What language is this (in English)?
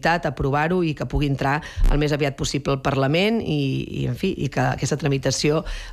Catalan